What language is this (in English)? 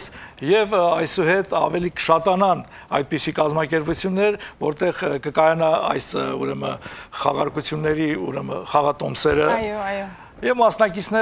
Armenian